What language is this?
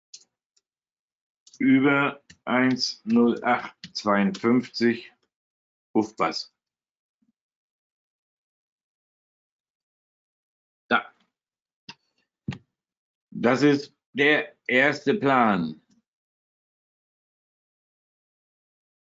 German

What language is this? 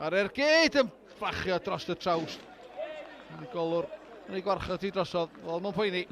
Welsh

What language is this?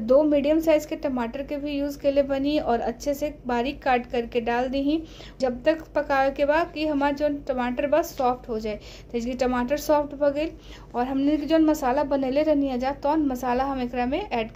Bhojpuri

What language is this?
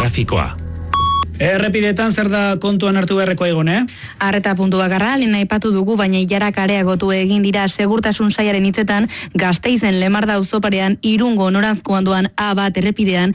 Basque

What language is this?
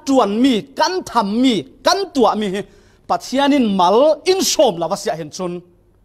Falam Chin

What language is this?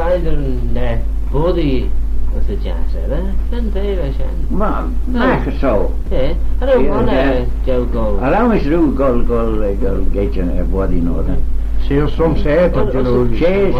Manx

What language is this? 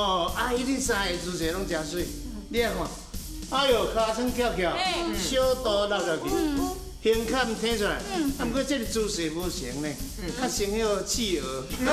Min Nan Chinese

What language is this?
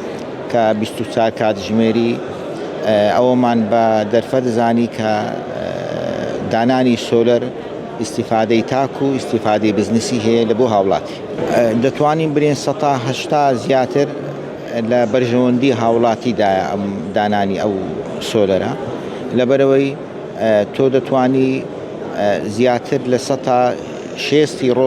Central Kurdish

